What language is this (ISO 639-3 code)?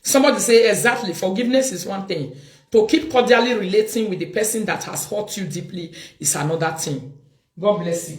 pcm